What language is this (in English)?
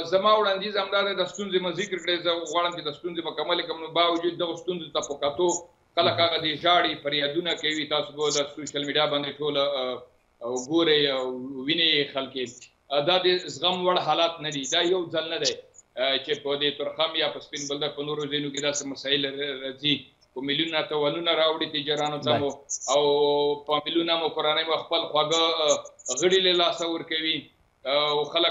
Pashto